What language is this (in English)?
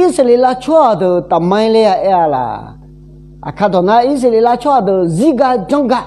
Akha